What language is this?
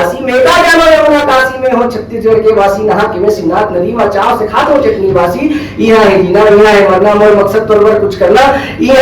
Chhattisgarhi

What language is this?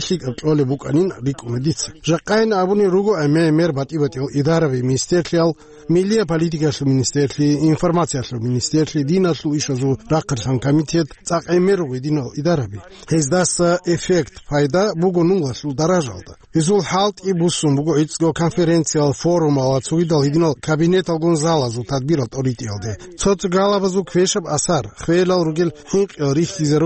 Avaric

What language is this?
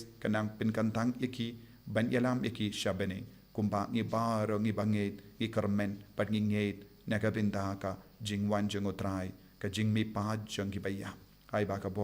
Khasi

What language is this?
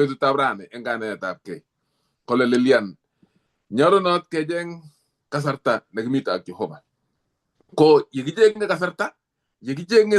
Kalenjin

